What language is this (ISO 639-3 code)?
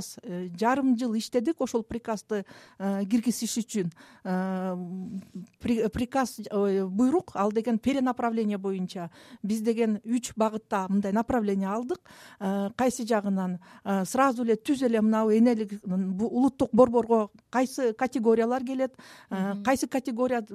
kir